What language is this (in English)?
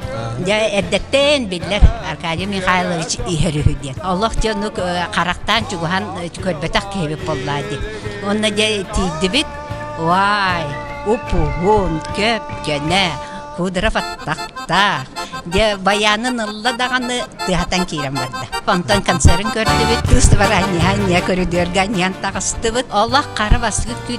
Yakut